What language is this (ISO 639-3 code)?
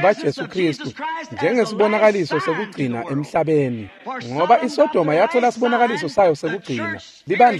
ssw